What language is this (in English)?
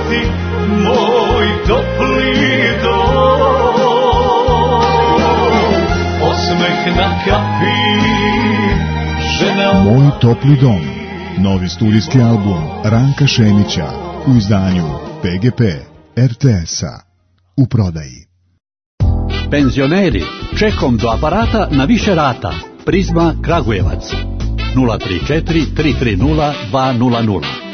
Serbian